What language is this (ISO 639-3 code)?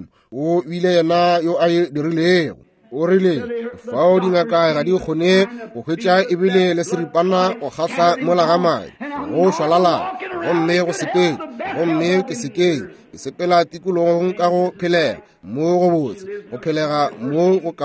nso